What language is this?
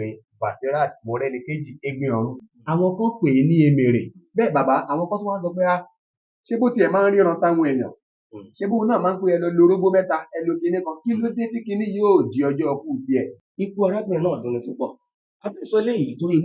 Yoruba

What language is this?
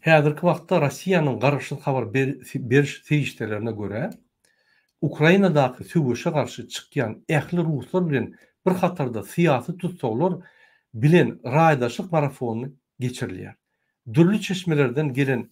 Turkmen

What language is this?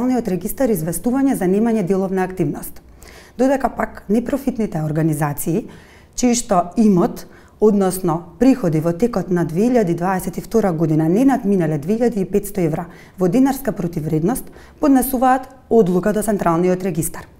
Macedonian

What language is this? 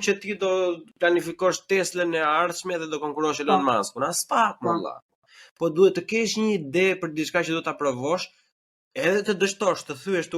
Albanian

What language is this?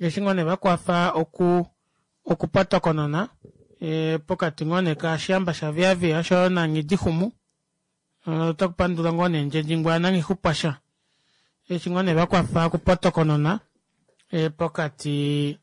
Kuanyama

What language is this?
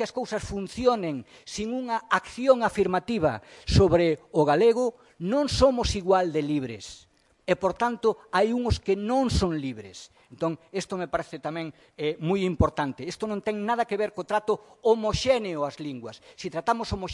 Galician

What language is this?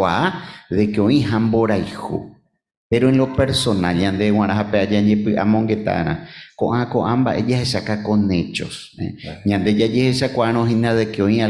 Guarani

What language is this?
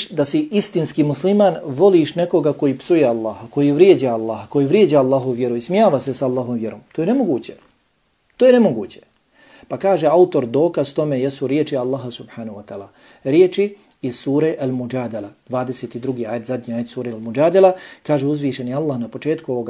Bosnian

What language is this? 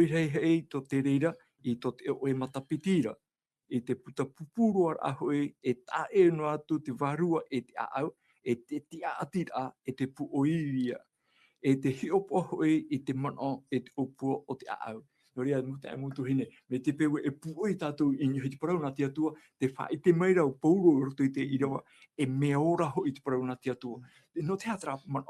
Tahitian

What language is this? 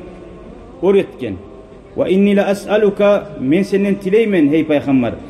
Kumyk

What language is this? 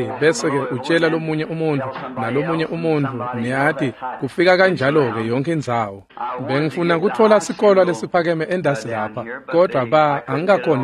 Swati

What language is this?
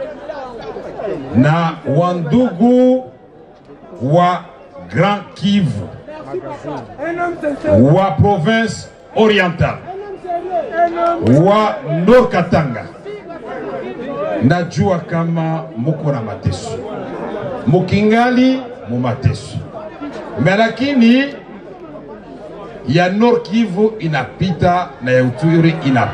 Swahili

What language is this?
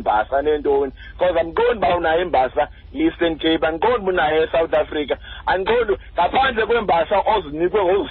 Xhosa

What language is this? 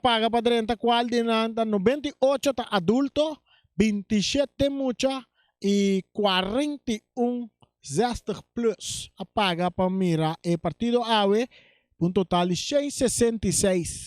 Papiamento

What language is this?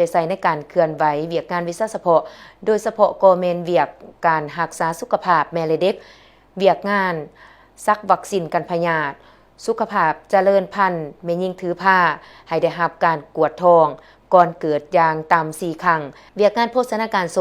Lao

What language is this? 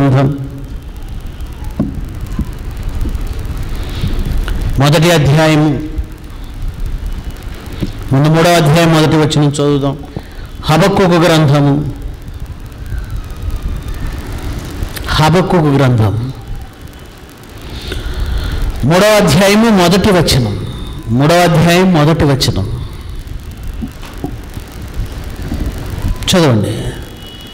Telugu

